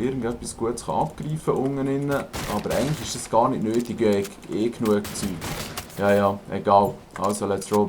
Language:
Swiss German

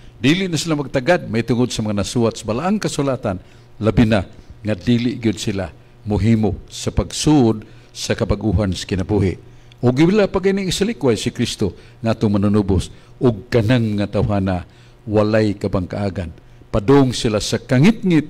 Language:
Cebuano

